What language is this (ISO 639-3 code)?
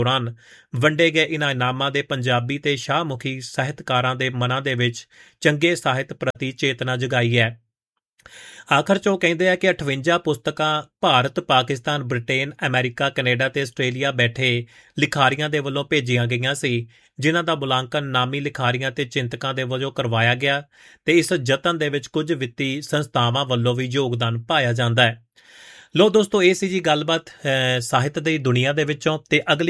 pan